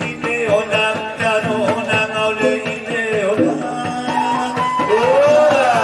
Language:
Batak Angkola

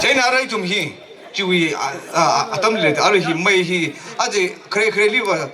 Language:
Tangkhul Naga (India)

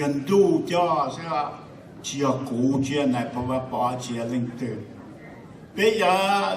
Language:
Hmong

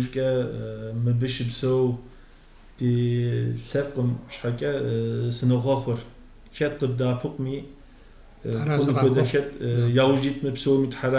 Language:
Kabardian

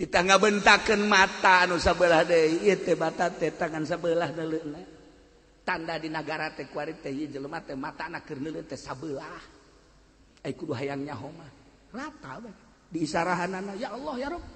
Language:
Sundanese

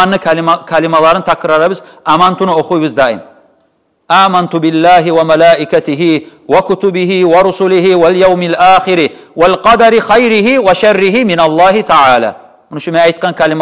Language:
Kumyk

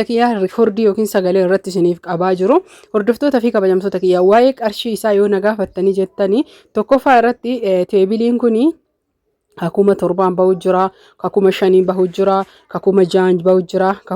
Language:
Oromo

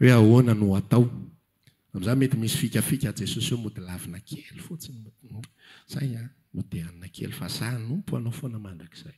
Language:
Malagasy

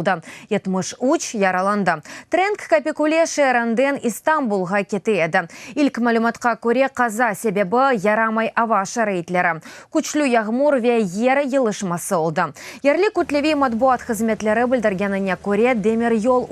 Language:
Crimean Tatar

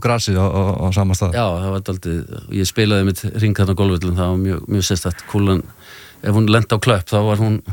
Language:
Icelandic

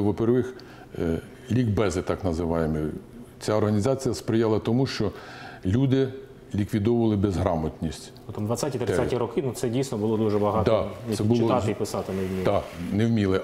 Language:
Ukrainian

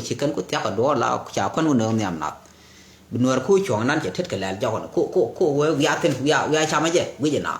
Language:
Nuer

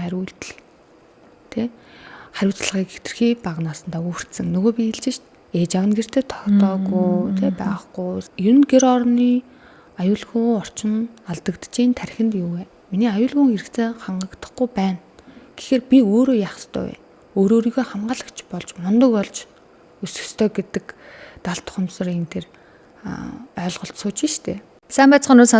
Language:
Mongolian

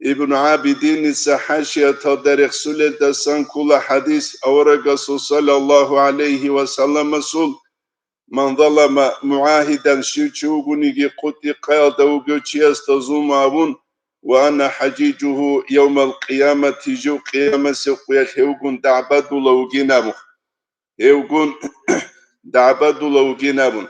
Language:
Avaric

